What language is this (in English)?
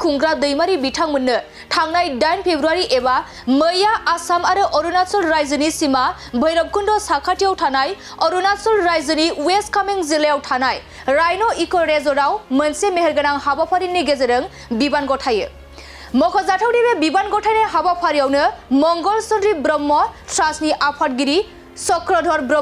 Bodo